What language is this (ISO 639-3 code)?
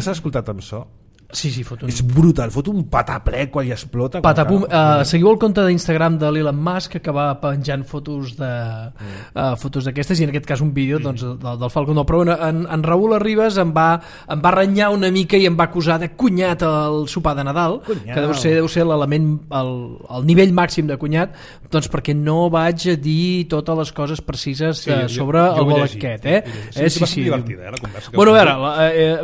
cat